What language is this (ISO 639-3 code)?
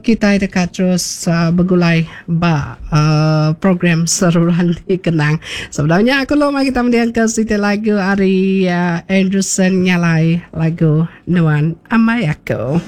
iba